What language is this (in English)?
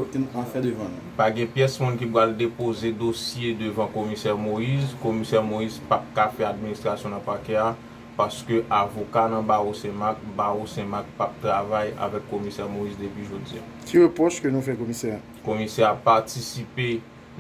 Haitian Creole